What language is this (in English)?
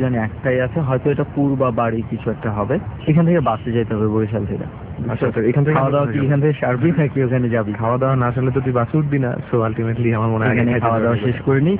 Bangla